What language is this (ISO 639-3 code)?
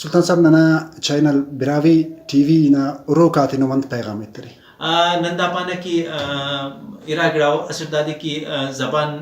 brh